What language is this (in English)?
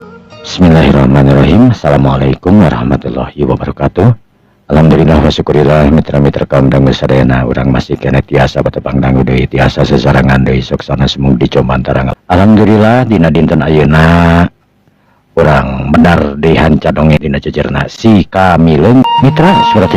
Sundanese